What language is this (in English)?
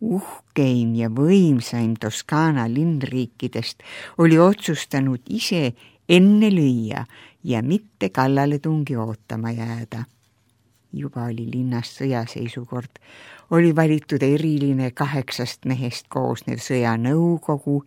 Estonian